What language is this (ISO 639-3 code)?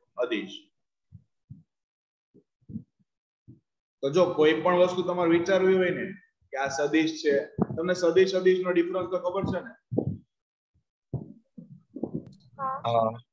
guj